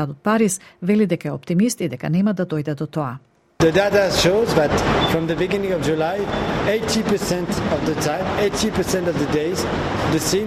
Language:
Macedonian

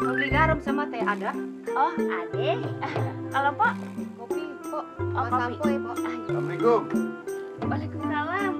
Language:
Betawi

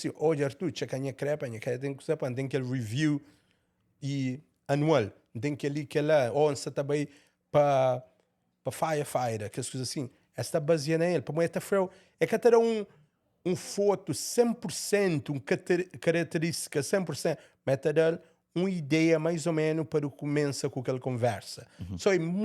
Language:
Kabuverdianu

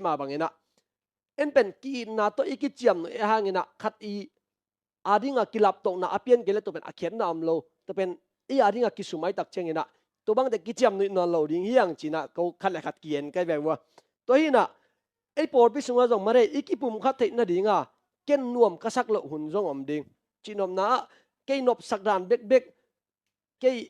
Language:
Tedim Chin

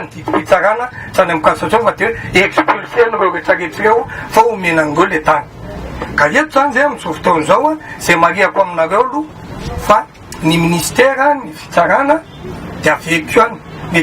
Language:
Malagasy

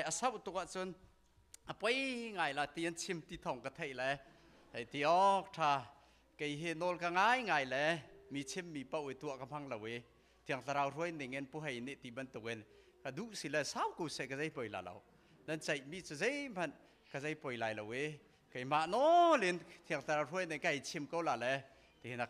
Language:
Hakha Chin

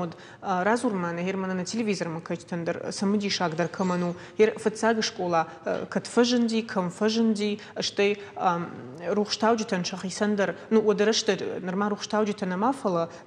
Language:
Ossetic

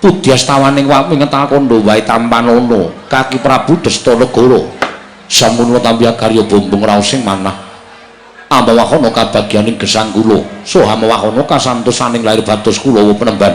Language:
Javanese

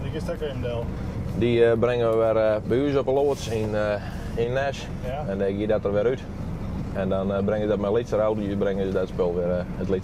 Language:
Western Frisian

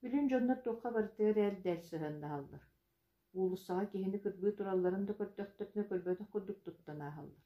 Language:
Yakut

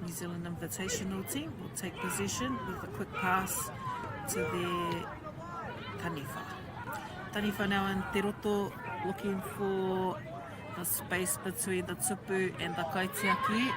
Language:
Māori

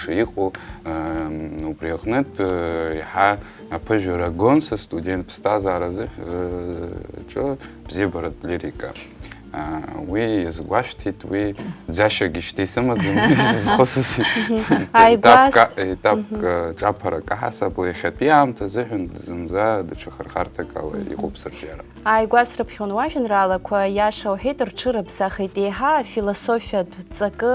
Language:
Abkhazian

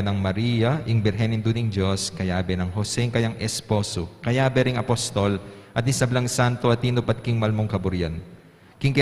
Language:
Pampanga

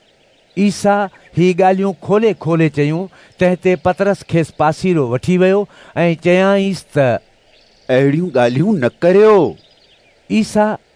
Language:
Sindhi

